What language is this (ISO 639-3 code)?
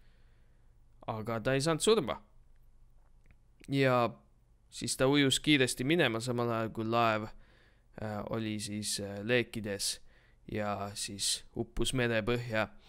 est